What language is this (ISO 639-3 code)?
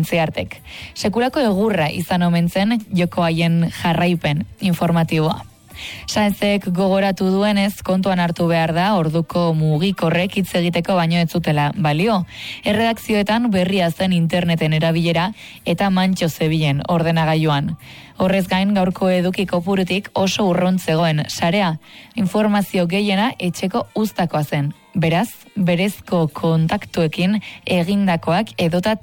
eus